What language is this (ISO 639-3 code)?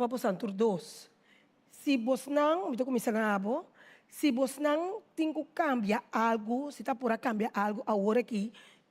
pap